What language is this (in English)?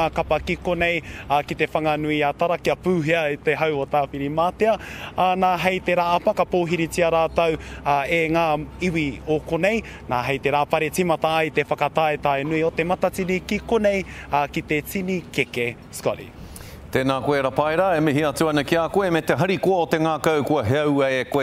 Māori